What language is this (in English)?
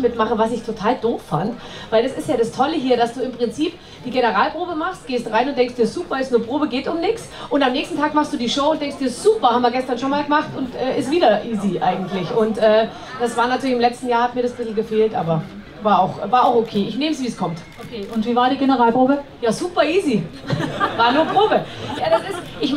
German